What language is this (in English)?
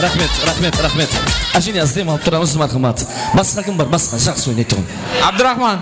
Kara-Kalpak